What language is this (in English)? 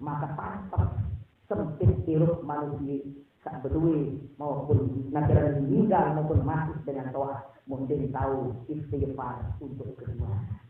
Sasak